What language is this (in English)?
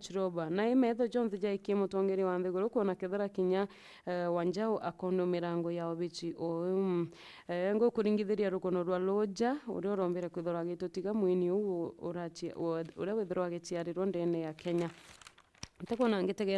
Meru